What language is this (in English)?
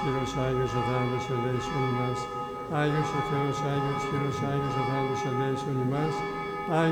Greek